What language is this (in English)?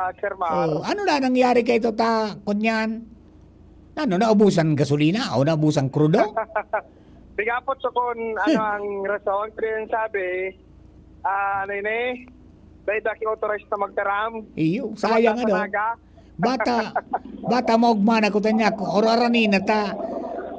Bikol